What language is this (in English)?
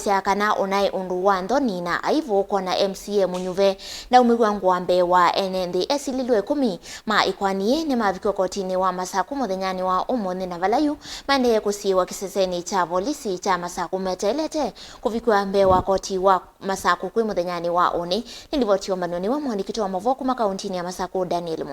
Kamba